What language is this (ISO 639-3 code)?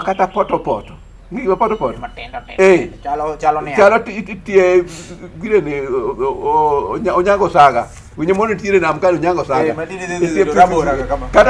luo